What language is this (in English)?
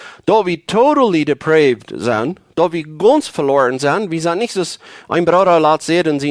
Plautdietsch